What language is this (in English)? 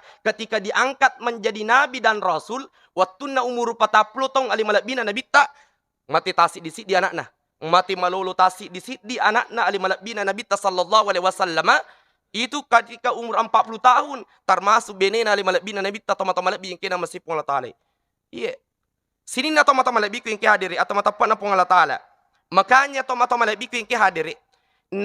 Buginese